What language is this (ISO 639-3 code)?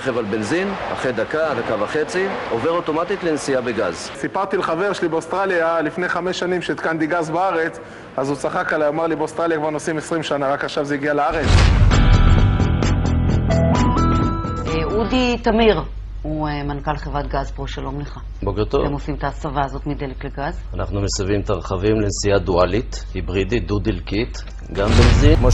heb